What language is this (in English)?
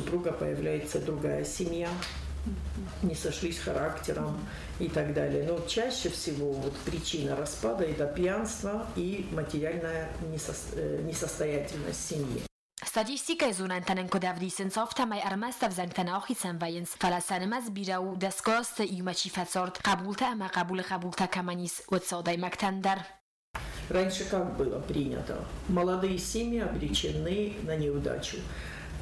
Ossetic